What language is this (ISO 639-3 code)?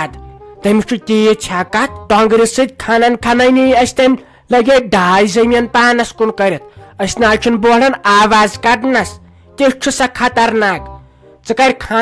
kas